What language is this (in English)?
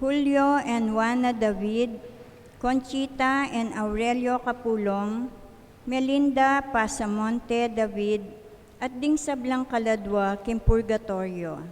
Pampanga